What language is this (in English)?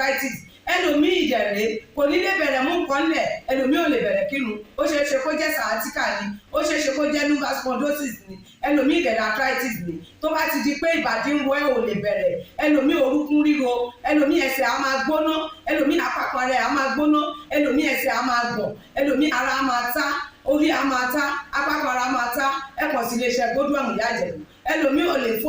Yoruba